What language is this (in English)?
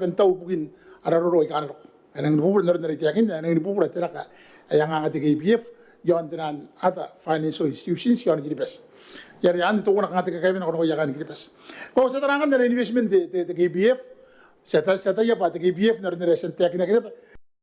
Gilbertese